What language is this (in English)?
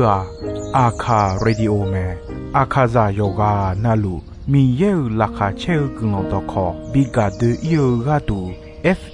Akha